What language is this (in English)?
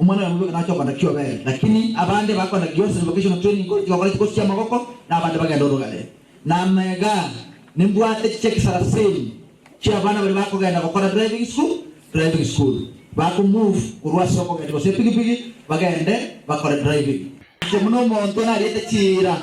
Gusii